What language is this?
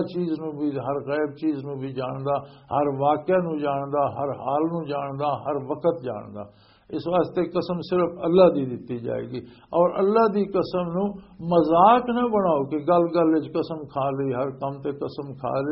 Western Panjabi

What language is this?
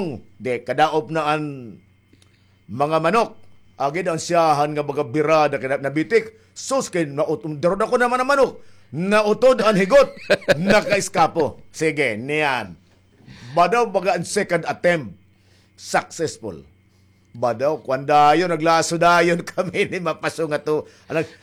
Waray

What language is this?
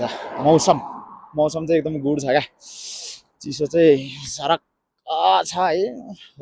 Nepali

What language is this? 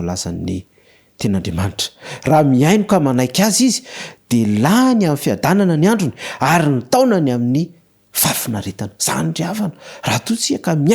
Malagasy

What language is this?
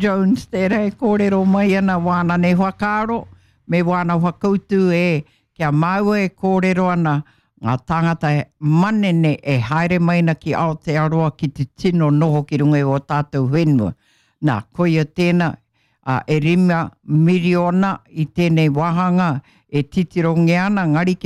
Māori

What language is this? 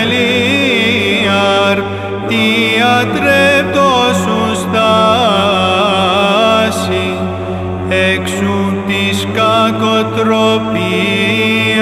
Greek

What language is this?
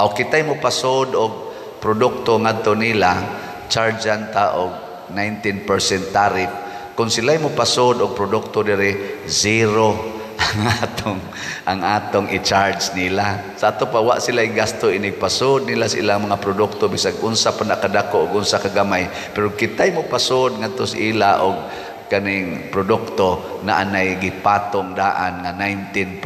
Cebuano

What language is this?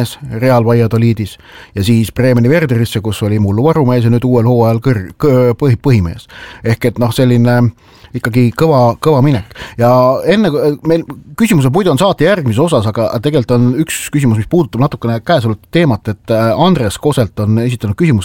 Estonian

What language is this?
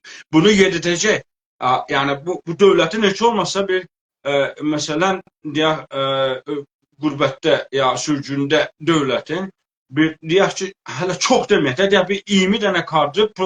South Azerbaijani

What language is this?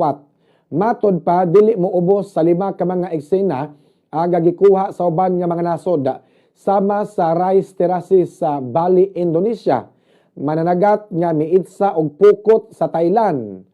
Cebuano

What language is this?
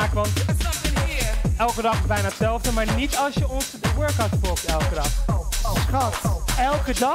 Dutch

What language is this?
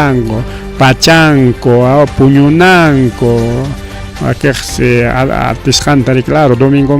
Ayacucho Quechua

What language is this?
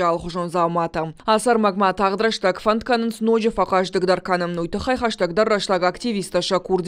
Ossetic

